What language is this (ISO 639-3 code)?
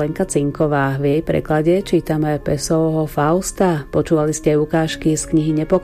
slk